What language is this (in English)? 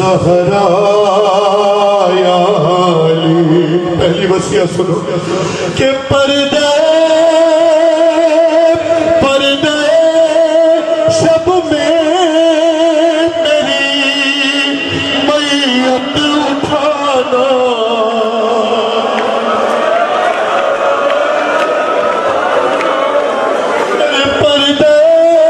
Urdu